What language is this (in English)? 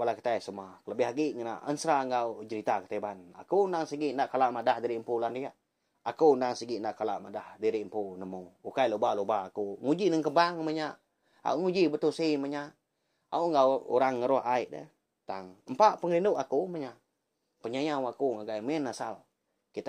Iban